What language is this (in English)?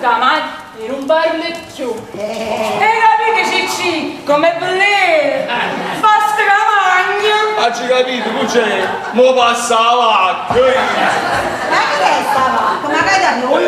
Neapolitan